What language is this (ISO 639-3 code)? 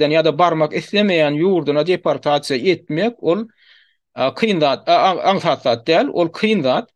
tuk